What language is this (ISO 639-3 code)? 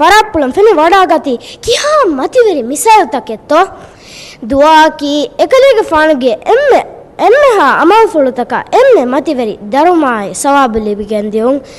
div